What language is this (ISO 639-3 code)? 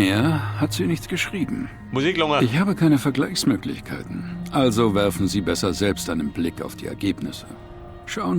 bar